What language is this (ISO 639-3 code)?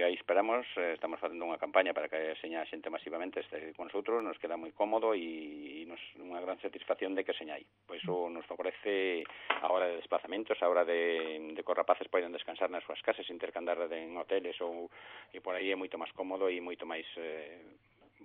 glg